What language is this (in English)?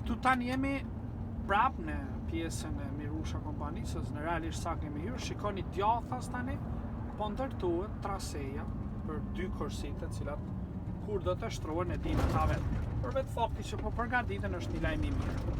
Albanian